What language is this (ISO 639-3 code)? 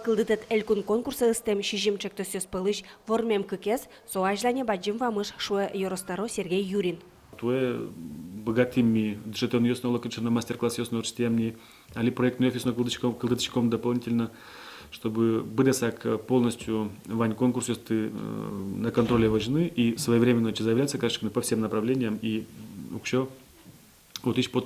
udm